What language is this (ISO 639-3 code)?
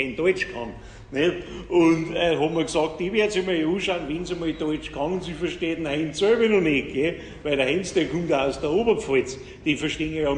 bar